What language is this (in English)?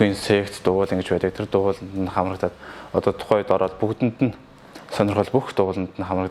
Mongolian